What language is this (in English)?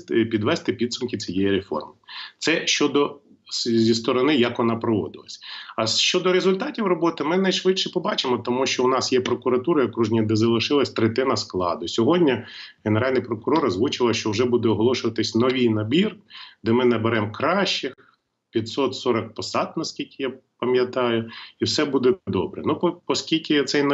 Ukrainian